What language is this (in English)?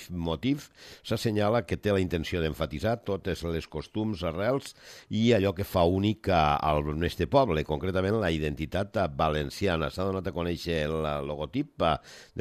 Catalan